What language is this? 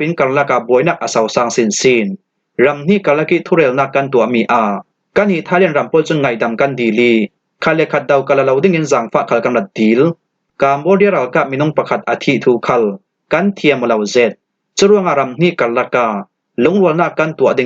Falam Chin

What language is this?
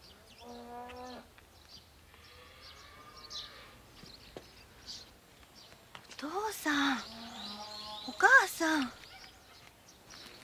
Japanese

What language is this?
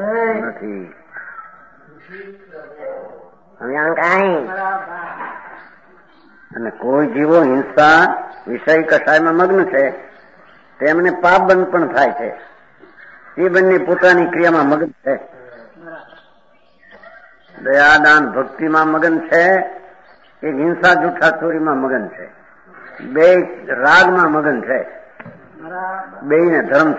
Gujarati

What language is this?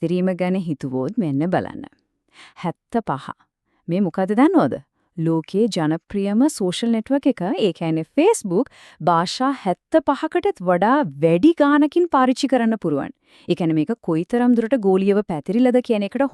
Sinhala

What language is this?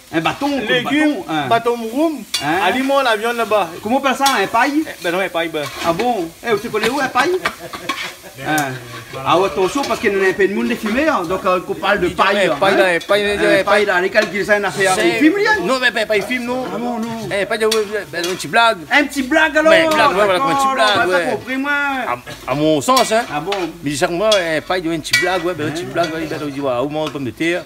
Réunion Creole French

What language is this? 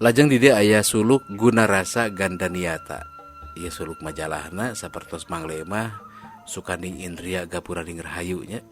Sundanese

